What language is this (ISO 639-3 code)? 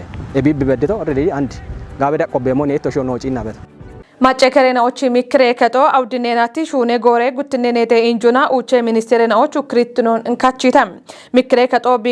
kbr